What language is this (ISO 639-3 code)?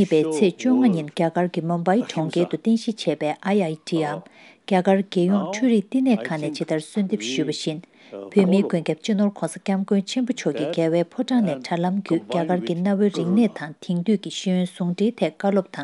bod